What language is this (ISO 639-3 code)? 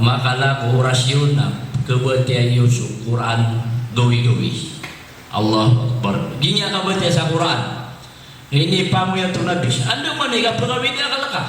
mrw